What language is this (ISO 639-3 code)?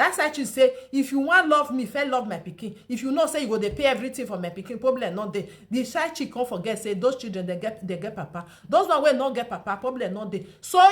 pcm